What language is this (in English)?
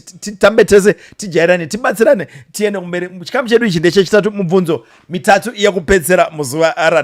Shona